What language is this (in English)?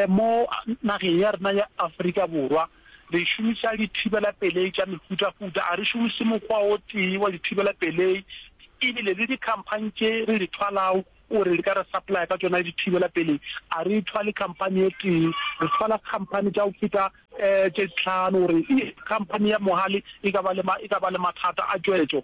Northern Sotho